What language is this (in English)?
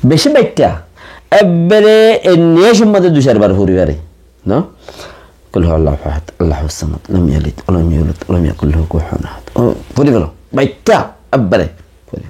Rohingya